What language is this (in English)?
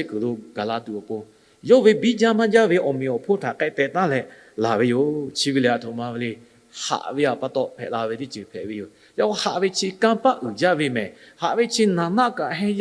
Lahu